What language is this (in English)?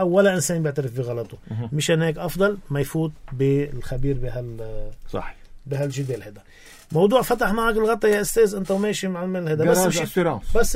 North Levantine Arabic